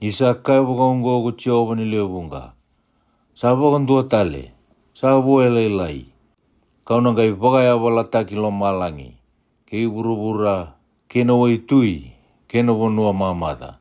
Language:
Fijian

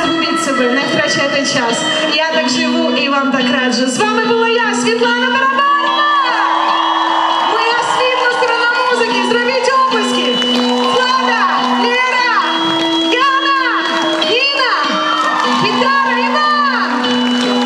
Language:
Ukrainian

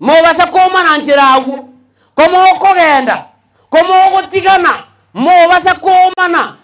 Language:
Gusii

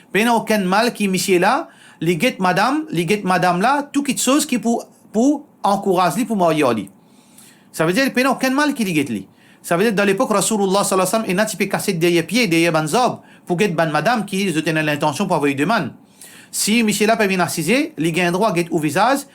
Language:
Morisyen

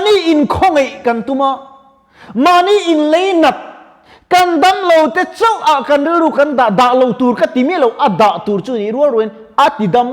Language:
Mizo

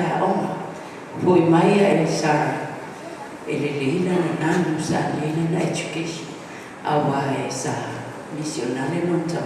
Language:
Samoan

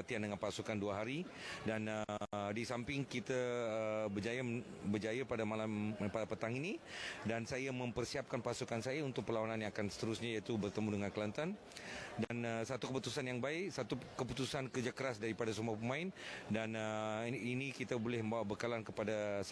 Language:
Malay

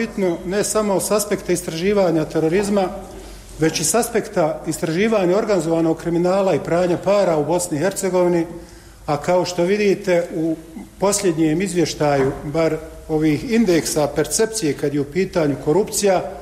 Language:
Bosnian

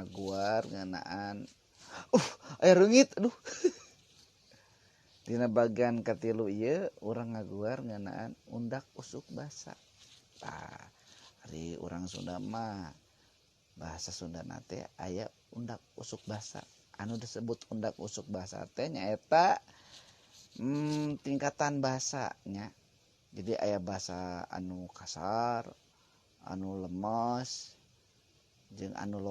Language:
Sundanese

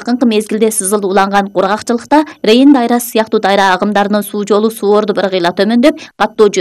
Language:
Kyrgyz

